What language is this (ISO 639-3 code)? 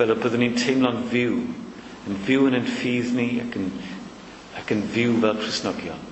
cym